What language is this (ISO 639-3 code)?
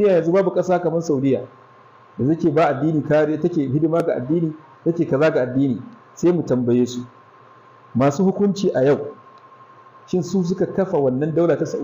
hau